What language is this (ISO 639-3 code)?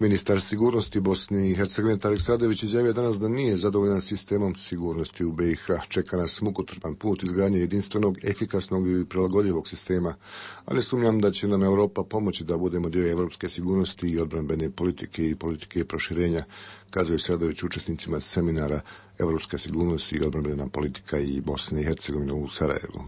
bos